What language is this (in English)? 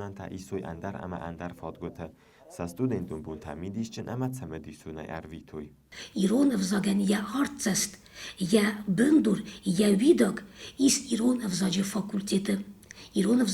Ossetic